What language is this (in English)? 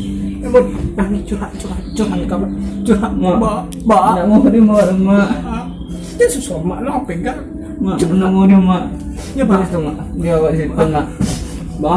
Minangkabau